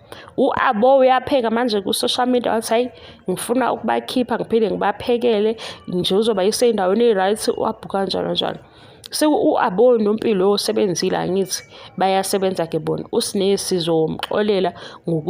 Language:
Zulu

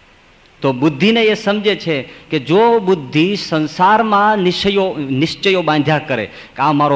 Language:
Gujarati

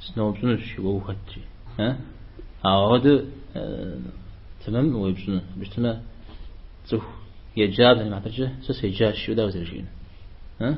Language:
Kabardian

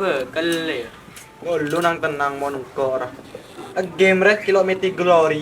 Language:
Madurese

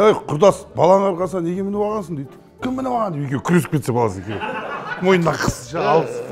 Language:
Kazakh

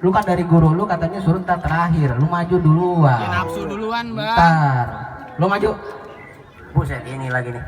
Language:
Betawi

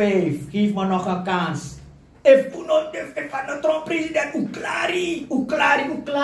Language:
Sranan Tongo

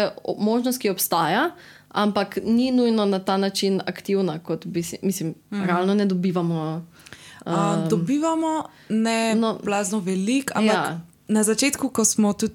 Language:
Slovenian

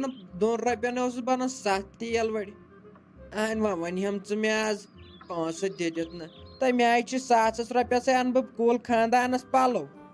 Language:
Kashmiri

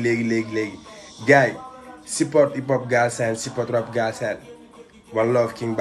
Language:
Wolof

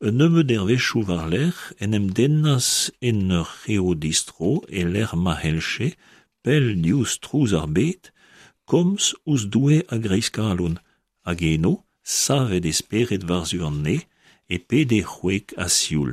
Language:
Breton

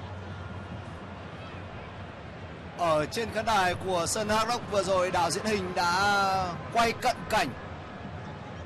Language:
Vietnamese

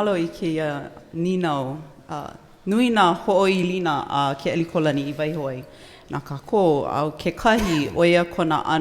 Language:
Hawaiian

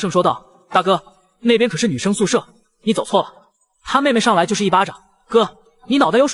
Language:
Chinese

